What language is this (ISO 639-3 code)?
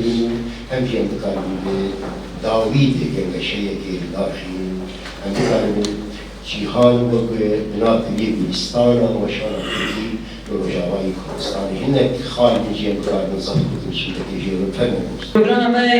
kur